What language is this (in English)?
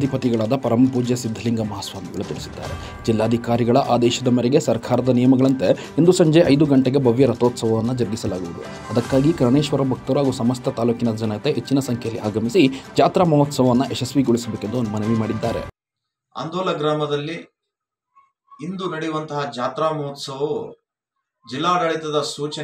Kannada